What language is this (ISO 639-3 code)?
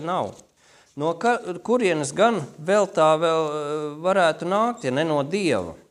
lav